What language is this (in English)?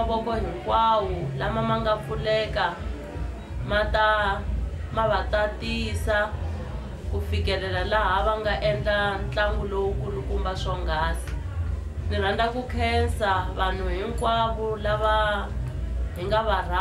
Tsonga